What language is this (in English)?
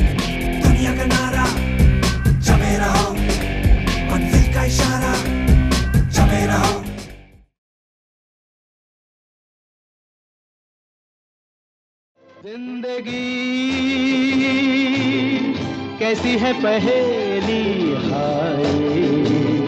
Hindi